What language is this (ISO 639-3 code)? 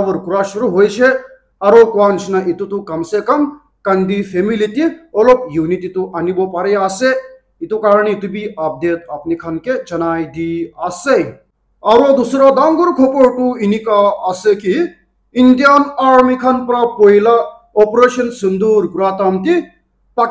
nag